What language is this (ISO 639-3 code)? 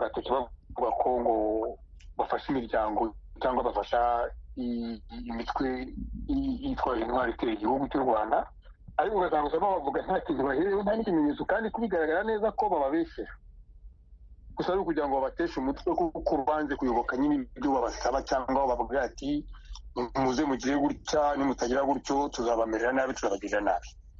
kin